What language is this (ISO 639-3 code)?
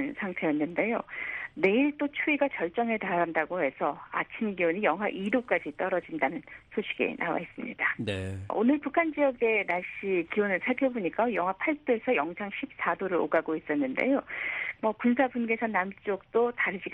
kor